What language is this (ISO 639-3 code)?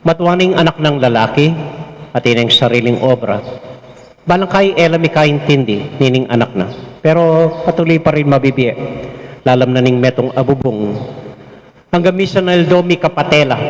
pam